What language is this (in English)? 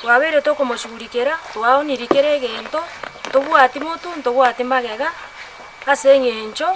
Gusii